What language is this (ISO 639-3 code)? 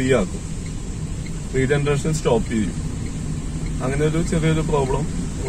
mal